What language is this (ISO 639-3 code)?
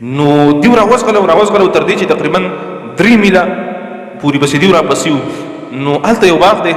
pus